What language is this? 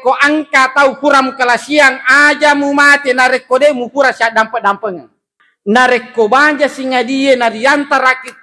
Buginese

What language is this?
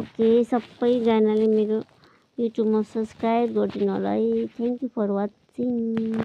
Nepali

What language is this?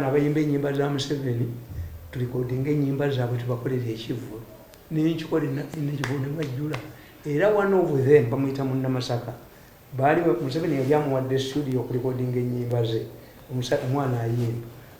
Ganda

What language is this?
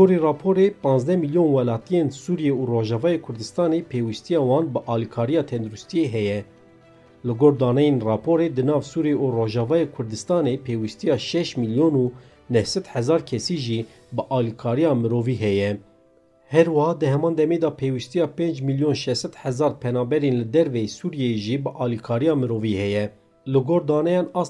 Kurdish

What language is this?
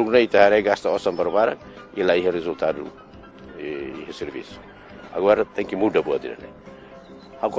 Tetum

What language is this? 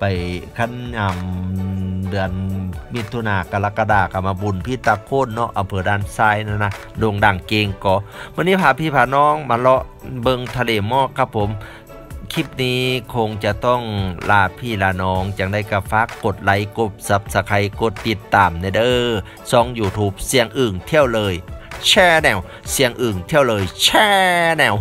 Lao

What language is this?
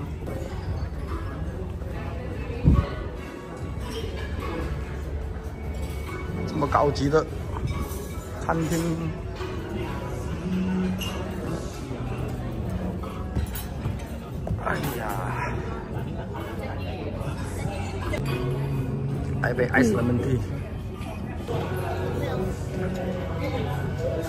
Chinese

